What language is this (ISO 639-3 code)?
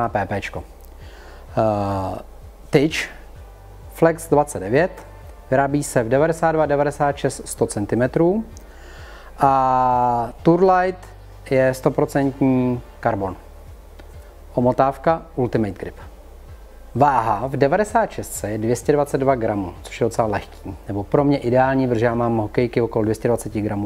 ces